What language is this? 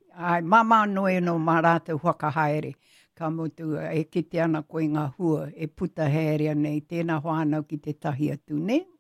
Māori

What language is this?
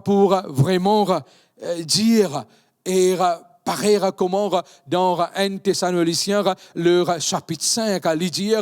Morisyen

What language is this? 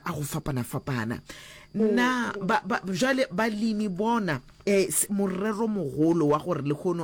Northern Sotho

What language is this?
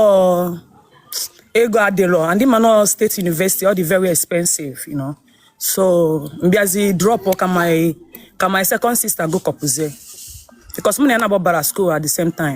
Igbo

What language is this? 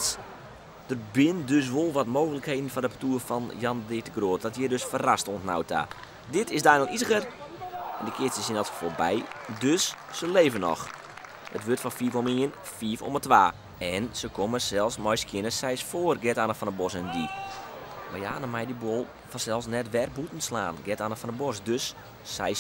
Western Frisian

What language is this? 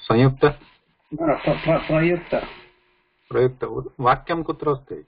Sanskrit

